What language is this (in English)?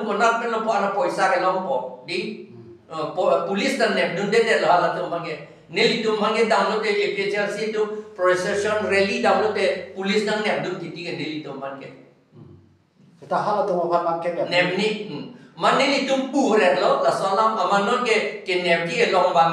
Karbi